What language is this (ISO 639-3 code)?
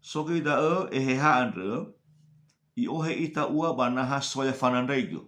nia